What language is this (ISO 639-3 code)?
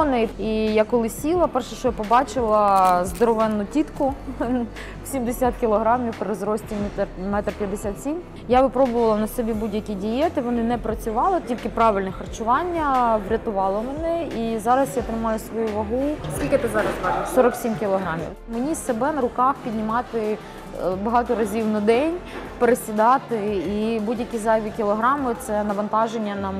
ukr